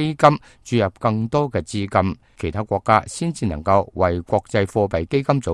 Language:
Cantonese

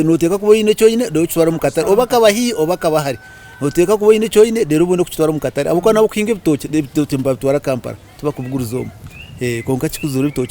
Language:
Nyankole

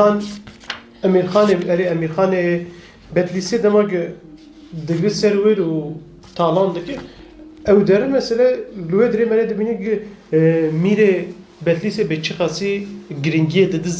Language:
Kurdish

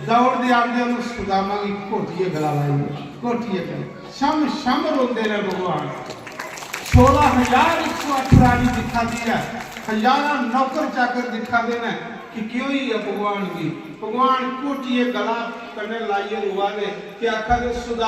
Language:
Dogri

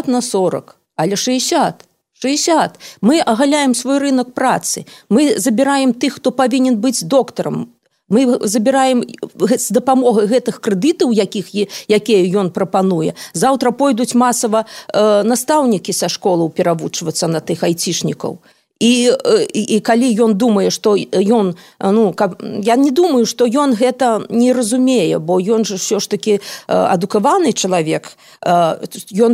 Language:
Belarusian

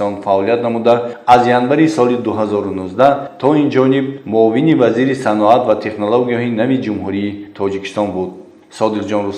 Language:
Tajik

